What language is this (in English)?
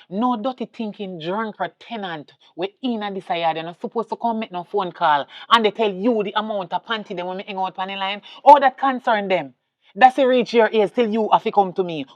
Jamaican Creole English